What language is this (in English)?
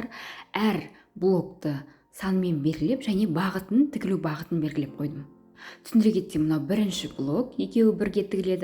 Kazakh